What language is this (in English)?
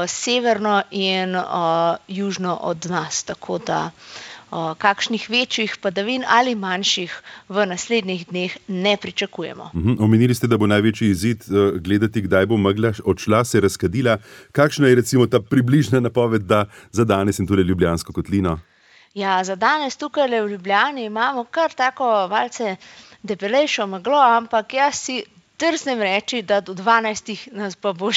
Slovenian